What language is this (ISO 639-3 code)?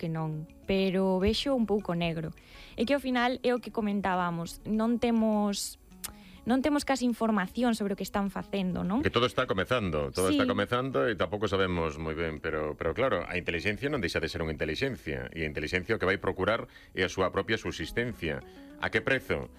glg